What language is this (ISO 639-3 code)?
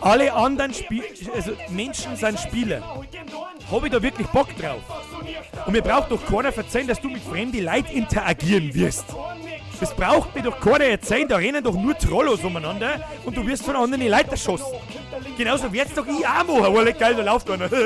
bar